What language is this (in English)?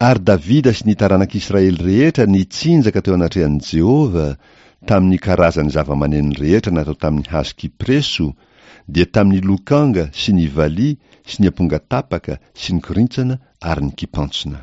Malagasy